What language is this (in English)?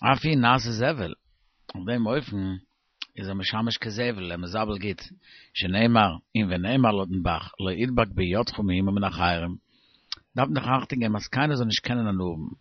Yiddish